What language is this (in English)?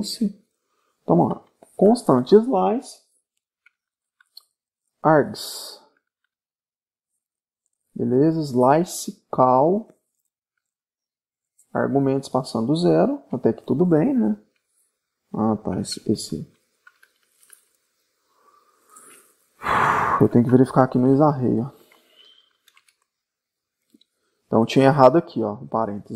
Portuguese